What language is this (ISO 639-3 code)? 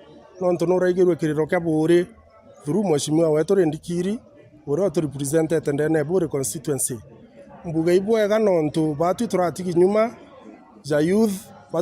mer